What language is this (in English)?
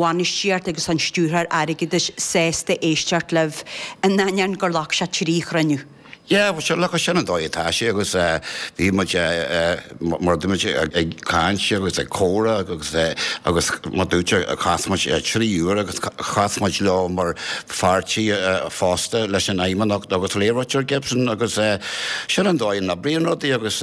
Irish